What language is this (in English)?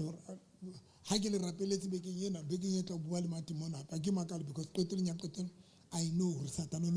Southern Sotho